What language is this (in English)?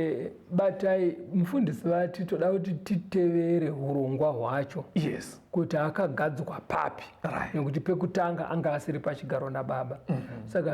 Shona